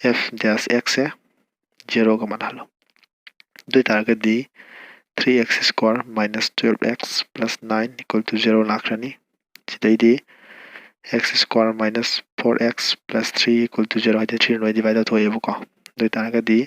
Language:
Manipuri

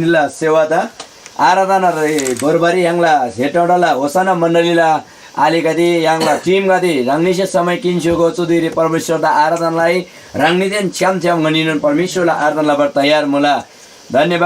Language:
Eastern Tamang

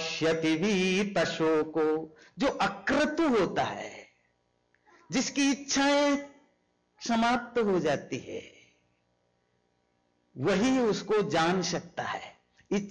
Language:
Hindi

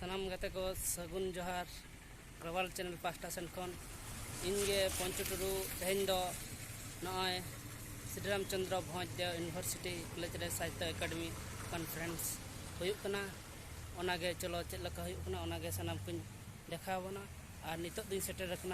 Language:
Santali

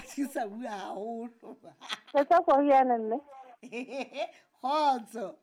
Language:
Southern Sotho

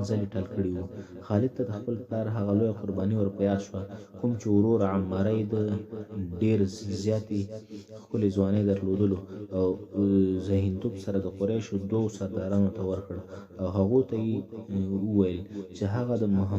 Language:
Pashto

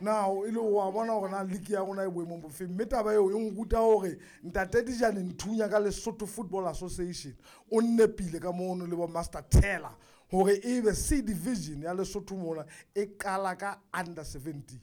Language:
Southern Sotho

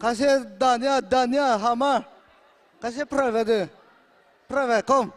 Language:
Hakha Chin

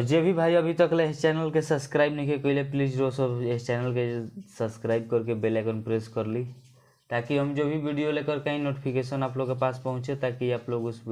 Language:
Bhojpuri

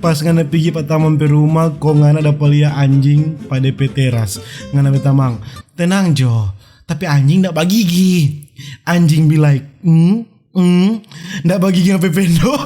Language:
Manado Malay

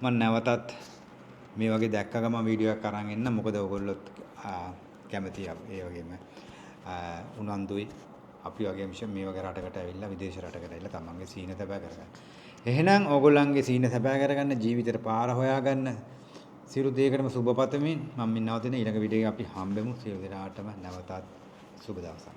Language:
Sinhala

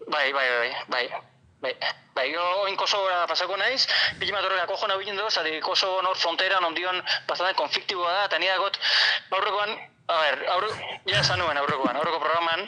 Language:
Basque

